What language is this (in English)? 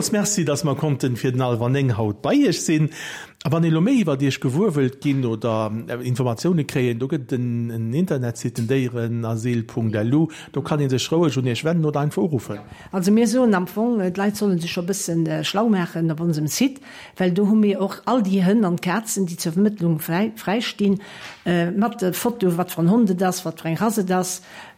Luxembourgish